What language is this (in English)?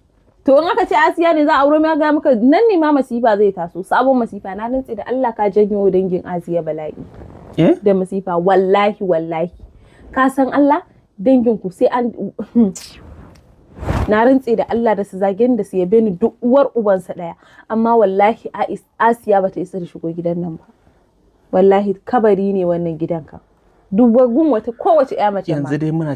Hausa